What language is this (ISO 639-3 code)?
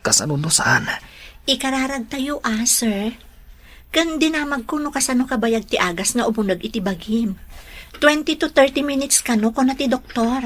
ilo